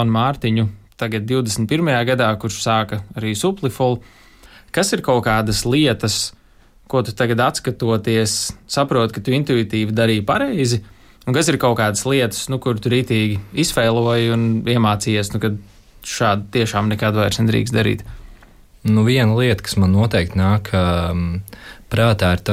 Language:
Latvian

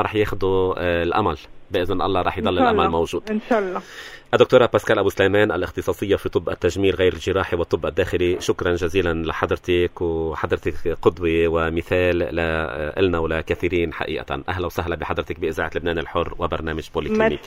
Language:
North Levantine Arabic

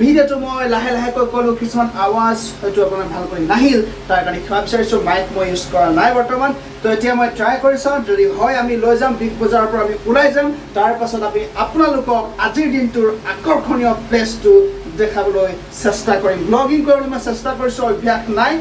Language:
Assamese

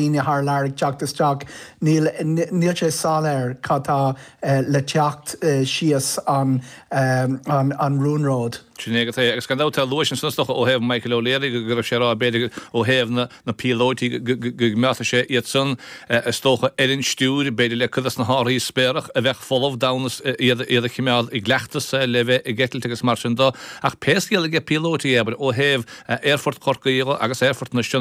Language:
Irish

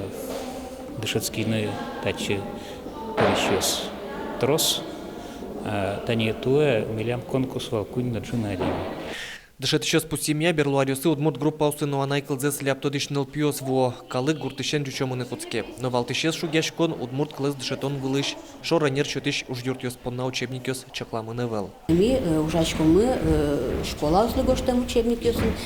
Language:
Udmurt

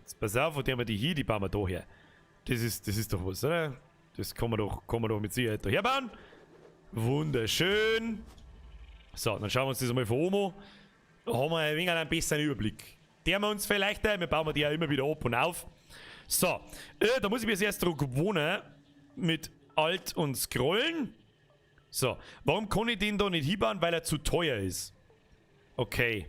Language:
Bavarian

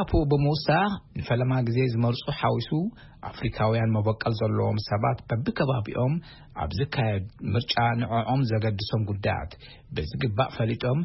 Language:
Tigrinya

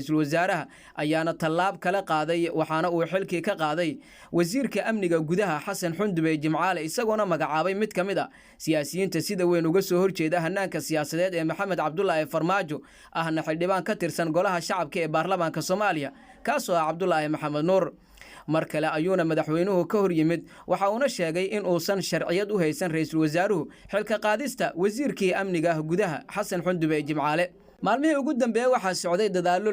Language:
Somali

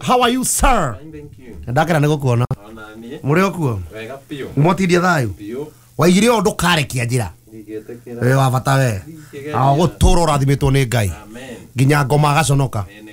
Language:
Kikuyu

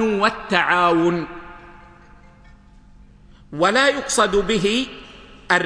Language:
Arabic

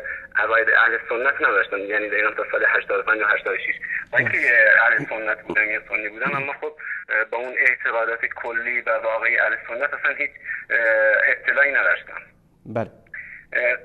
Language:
Persian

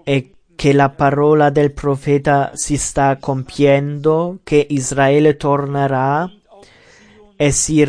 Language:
Italian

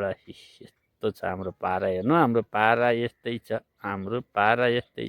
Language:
Nepali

